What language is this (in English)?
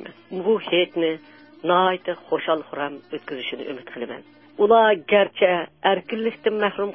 Uyghur